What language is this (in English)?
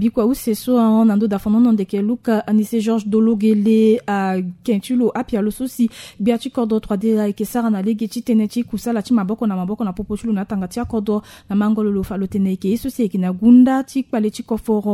Sango